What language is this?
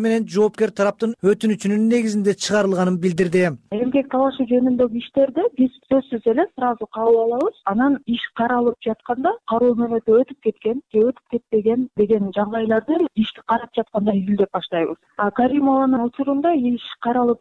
Kyrgyz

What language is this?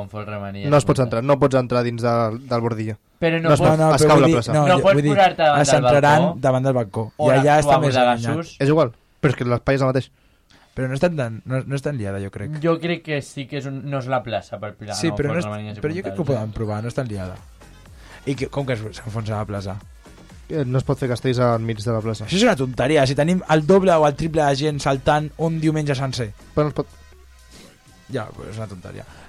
Catalan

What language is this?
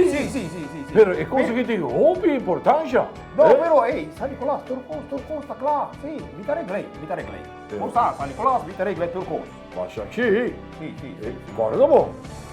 Papiamento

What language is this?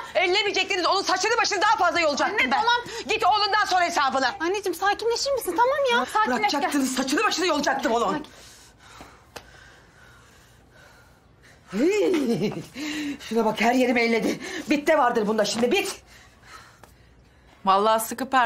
Turkish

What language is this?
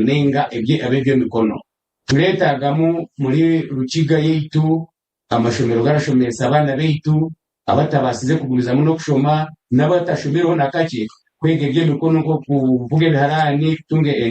Nyankole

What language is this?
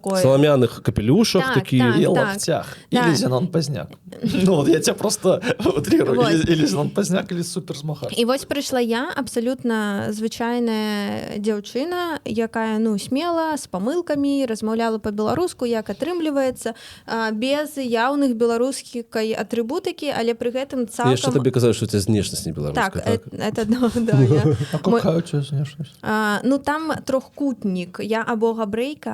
Belarusian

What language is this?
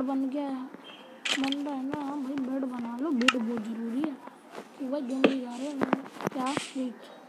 Hindi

